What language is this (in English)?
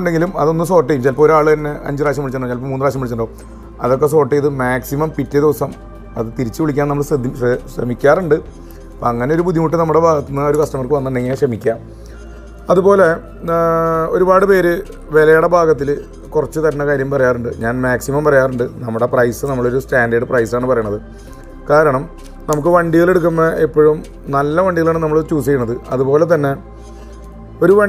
Malayalam